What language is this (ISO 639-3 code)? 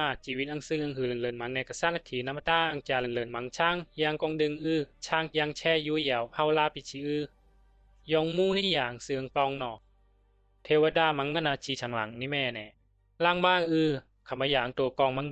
bzi